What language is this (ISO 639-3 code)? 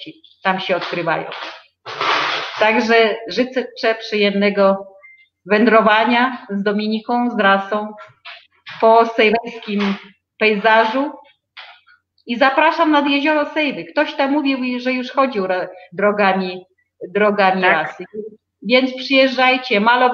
pol